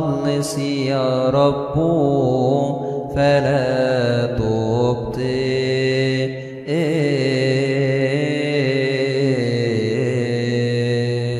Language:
Arabic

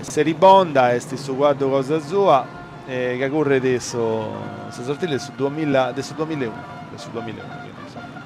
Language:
Sardinian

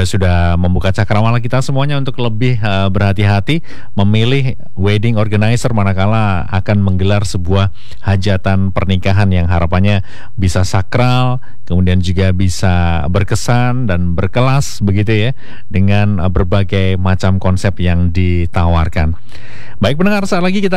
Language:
Indonesian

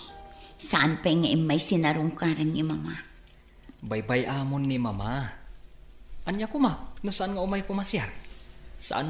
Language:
Iloko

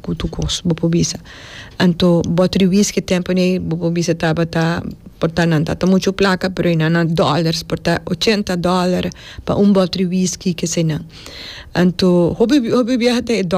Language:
Papiamento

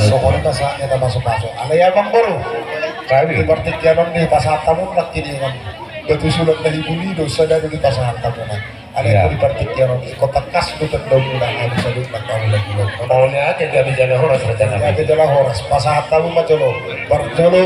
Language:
Batak Toba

